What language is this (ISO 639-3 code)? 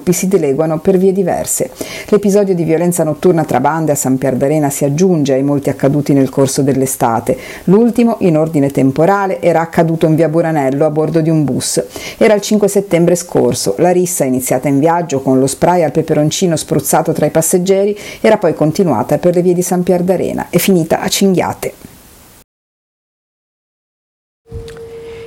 ita